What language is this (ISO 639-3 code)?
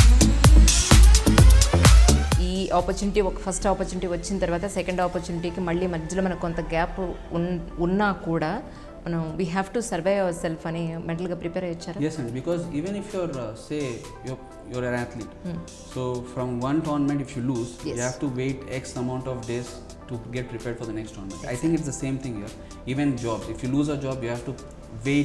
tel